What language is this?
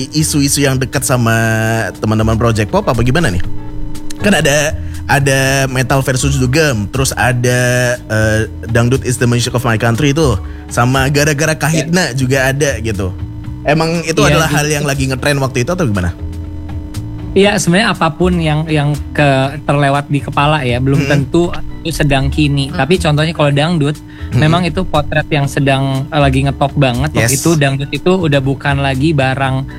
Indonesian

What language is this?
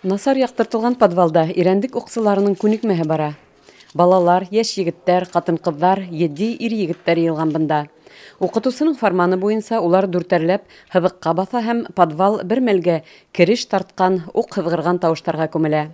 Bashkir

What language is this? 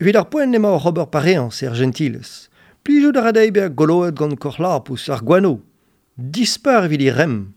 Breton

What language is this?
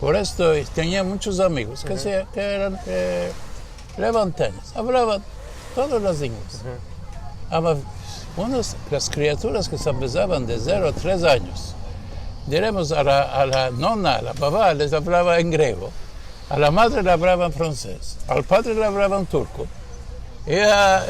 Ladino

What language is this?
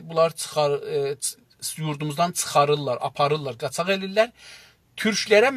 South Azerbaijani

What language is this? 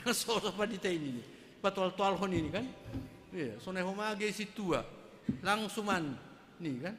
Batak Simalungun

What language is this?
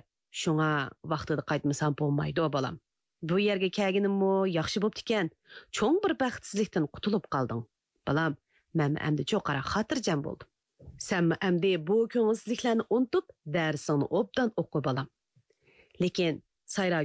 Uyghur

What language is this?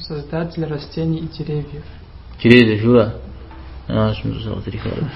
Kabardian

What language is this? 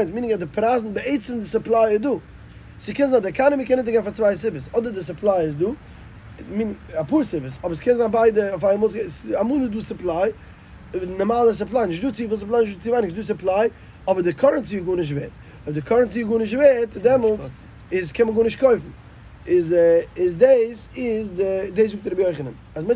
Yiddish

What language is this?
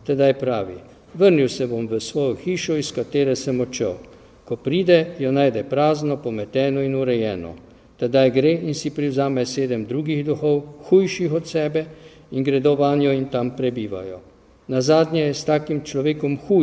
Slovenian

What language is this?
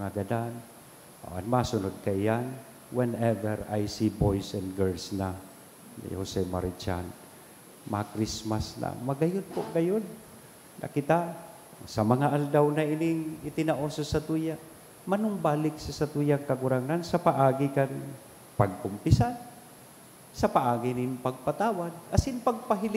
Bikol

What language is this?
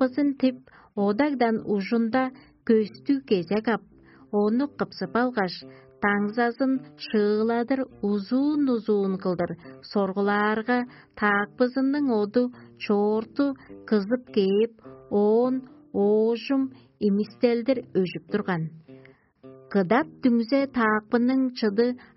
Tuvinian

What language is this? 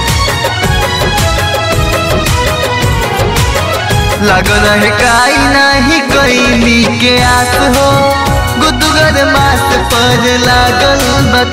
Bhojpuri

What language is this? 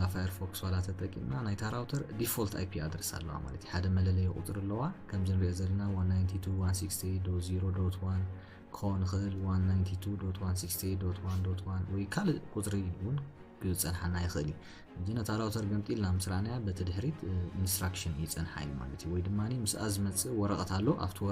Tigrinya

